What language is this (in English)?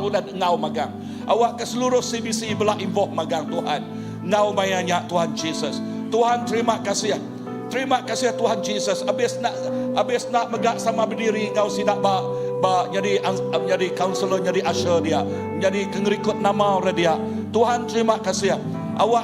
Iban